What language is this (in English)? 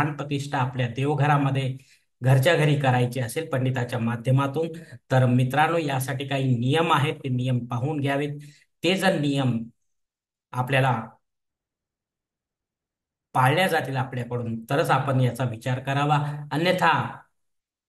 Marathi